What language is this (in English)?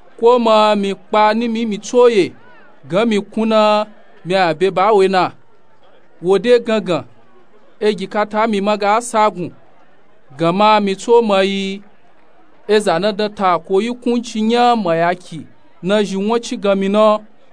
Nupe-Nupe-Tako